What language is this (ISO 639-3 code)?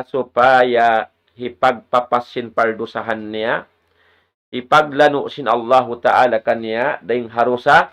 tsg